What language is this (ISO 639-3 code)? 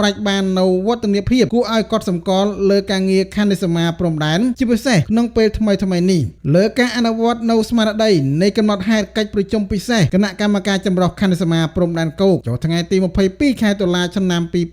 khm